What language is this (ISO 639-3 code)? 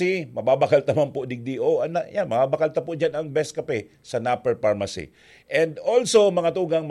bik